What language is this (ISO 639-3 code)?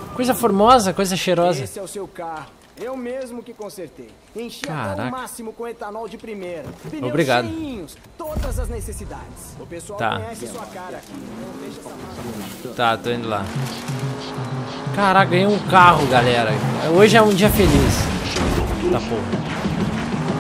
por